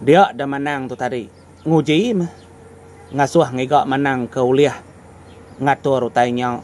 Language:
Iban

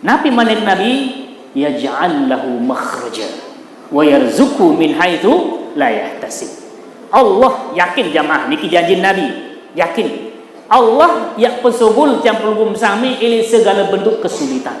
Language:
Sasak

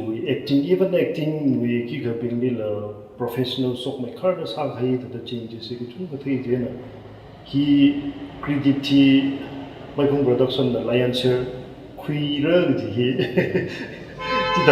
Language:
Tangkhul Naga (India)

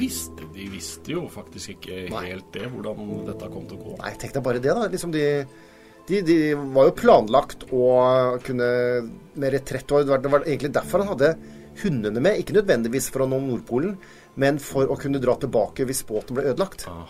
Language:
Norwegian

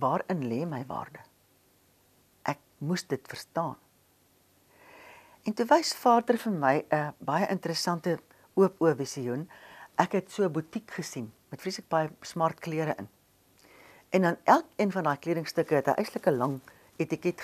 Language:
Afrikaans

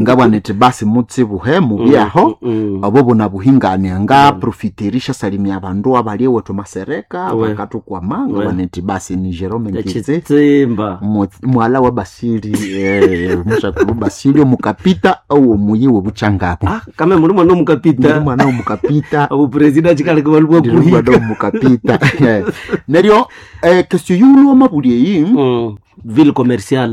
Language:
Nande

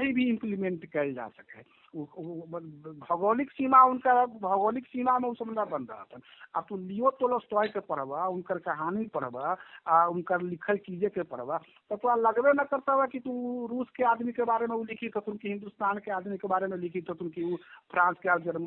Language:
Magahi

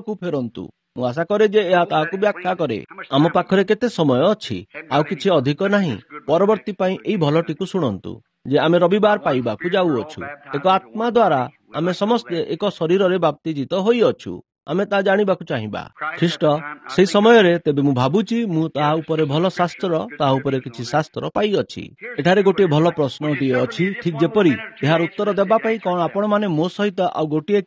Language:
Odia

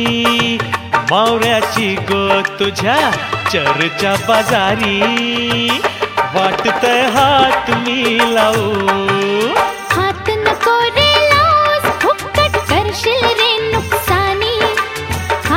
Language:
Marathi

